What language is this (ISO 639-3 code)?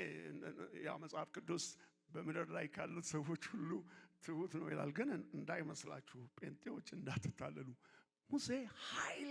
amh